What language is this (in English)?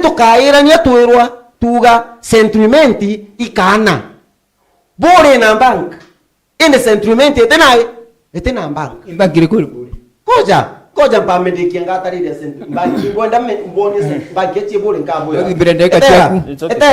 Meru